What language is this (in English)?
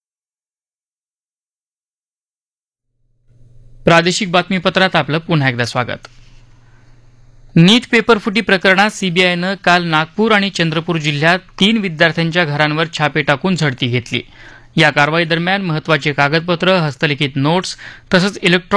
Marathi